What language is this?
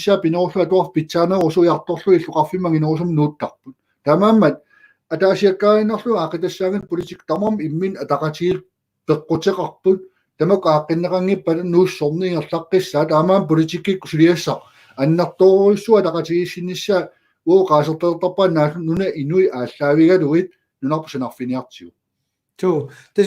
Kalaallisut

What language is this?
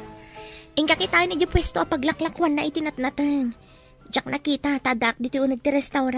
Iloko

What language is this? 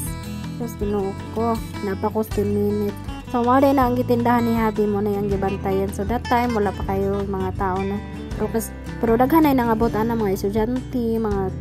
Cebuano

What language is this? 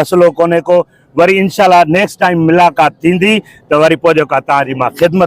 Sindhi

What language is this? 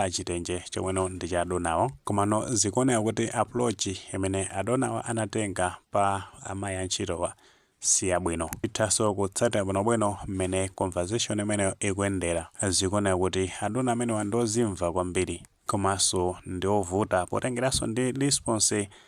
Nyanja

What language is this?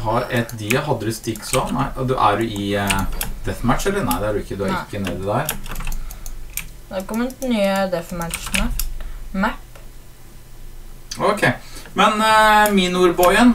Norwegian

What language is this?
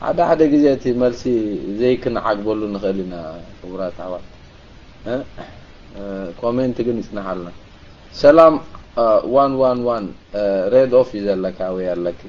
Tigrinya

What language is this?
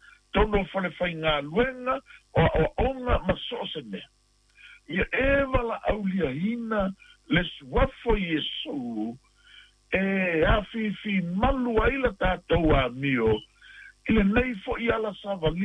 Samoan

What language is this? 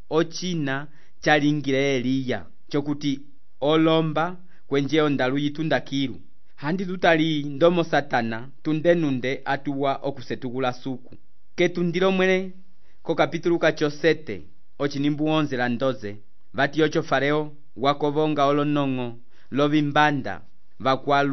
Umbundu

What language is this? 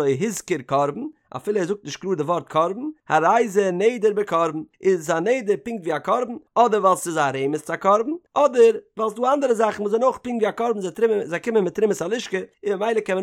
Yiddish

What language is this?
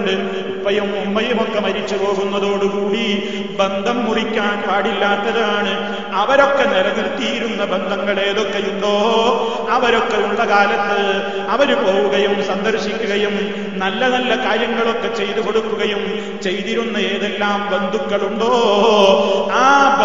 Malayalam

